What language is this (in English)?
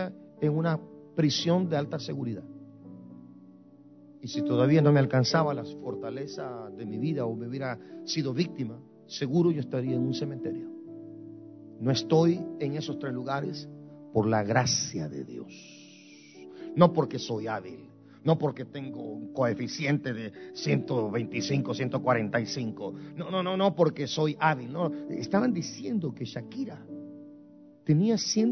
Spanish